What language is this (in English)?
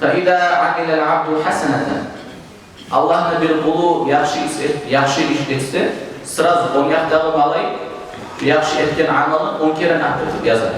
Kumyk